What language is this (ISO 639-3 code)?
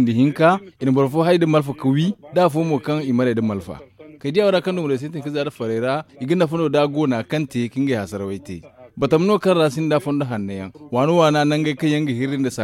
dje